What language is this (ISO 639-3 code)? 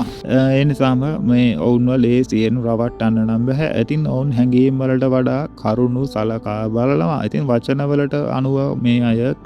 sin